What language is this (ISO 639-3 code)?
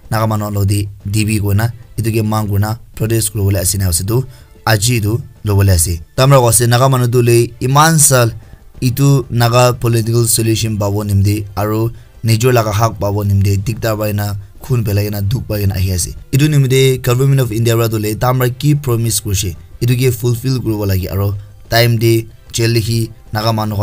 nag